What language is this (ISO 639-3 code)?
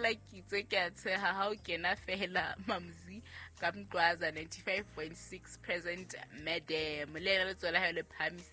sot